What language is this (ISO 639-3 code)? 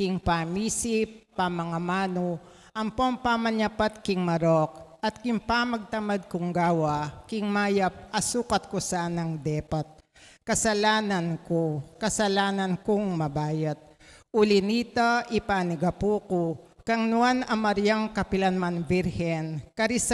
pam